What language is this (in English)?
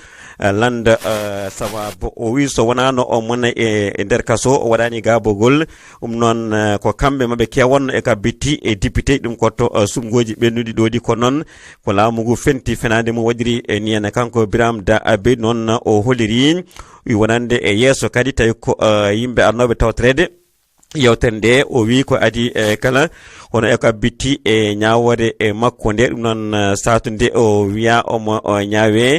Fula